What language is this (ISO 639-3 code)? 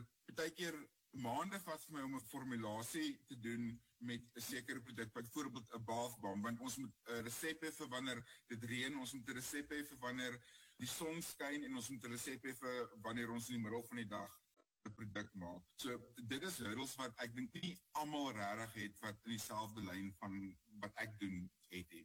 afr